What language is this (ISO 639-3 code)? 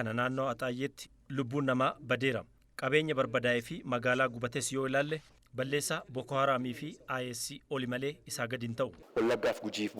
orm